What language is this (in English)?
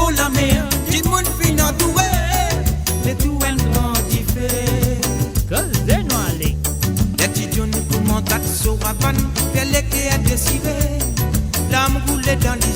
Morisyen